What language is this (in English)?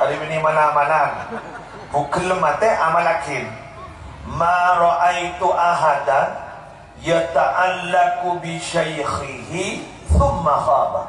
Madurese